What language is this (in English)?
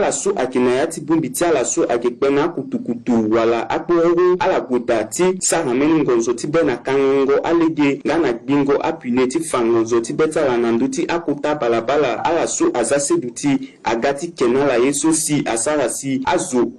Sango